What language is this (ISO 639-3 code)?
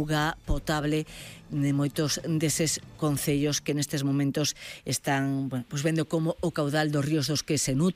glg